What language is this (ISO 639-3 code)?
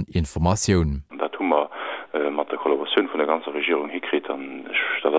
ltz